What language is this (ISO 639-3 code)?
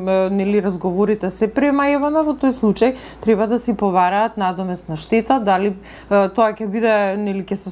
mkd